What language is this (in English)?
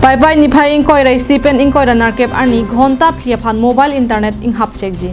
Karbi